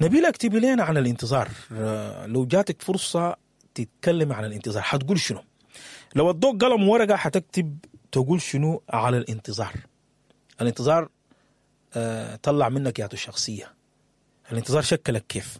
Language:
Sudanese Arabic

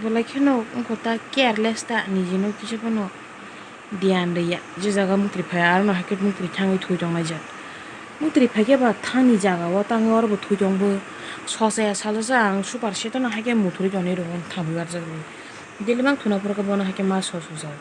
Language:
Kok Borok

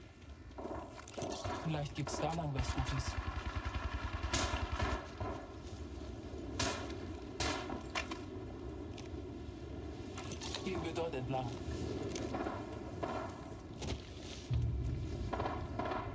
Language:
German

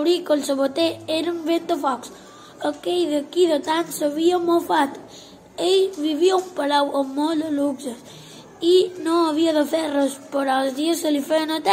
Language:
Catalan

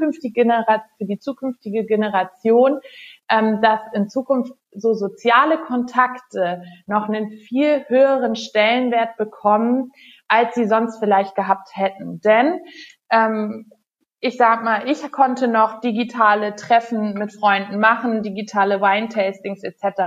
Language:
German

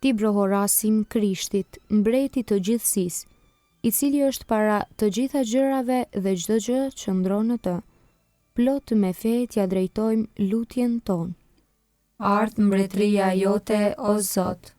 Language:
Albanian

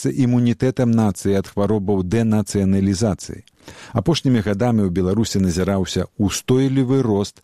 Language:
Belarusian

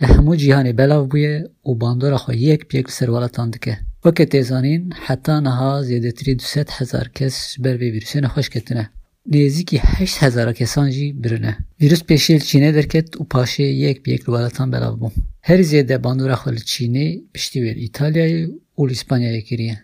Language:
Kurdish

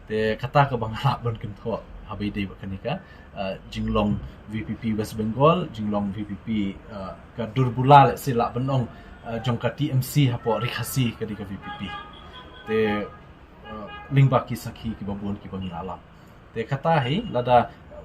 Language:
Khasi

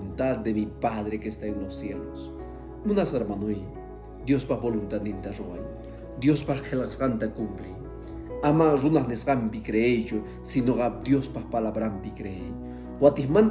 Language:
Quechua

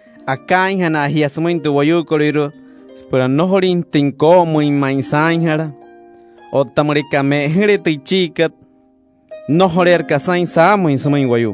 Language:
Wayuu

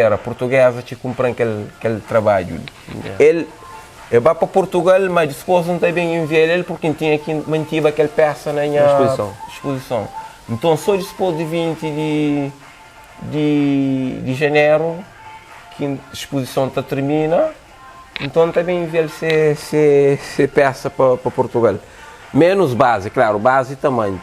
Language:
Kabuverdianu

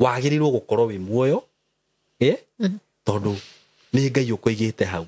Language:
Kikuyu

